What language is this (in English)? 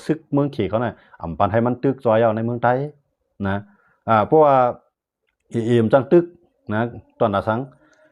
Shan